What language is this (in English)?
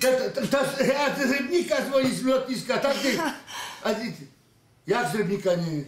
Silesian